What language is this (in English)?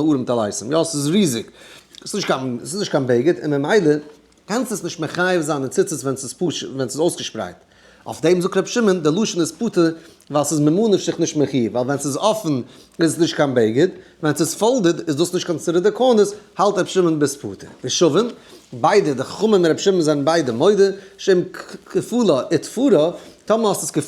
Yiddish